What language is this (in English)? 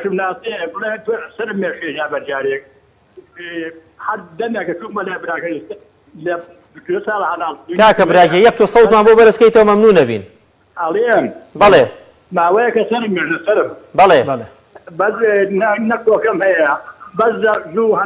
Central Kurdish